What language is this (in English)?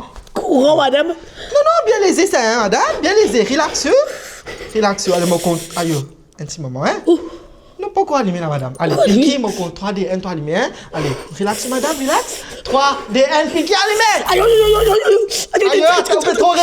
Morisyen